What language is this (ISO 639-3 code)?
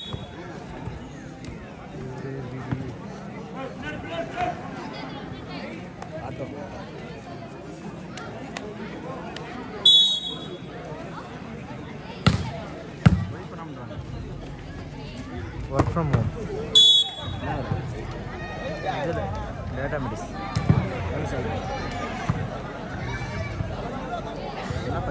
tam